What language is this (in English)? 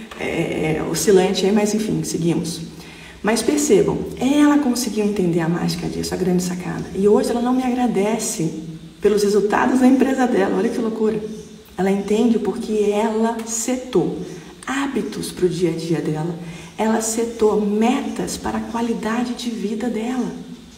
Portuguese